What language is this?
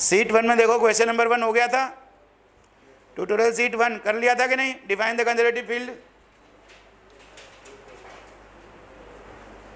Hindi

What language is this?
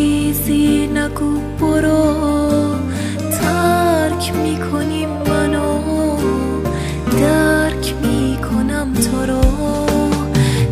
Persian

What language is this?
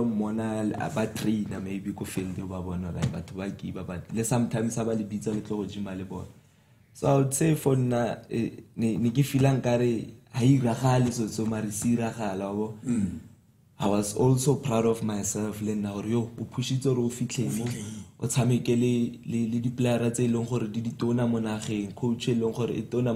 Tswana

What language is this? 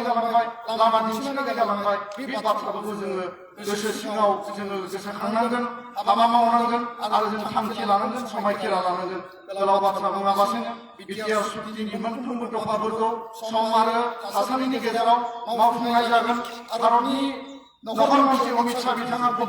Bodo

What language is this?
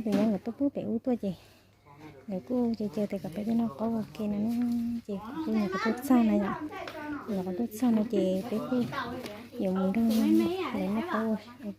Hmong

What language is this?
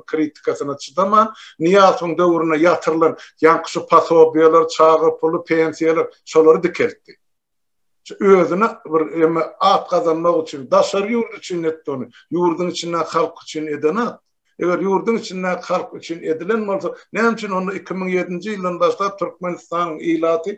Turkmen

